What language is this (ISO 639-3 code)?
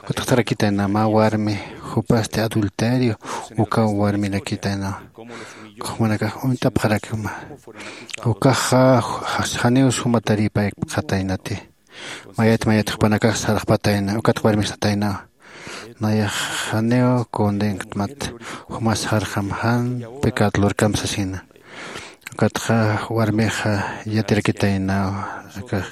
aym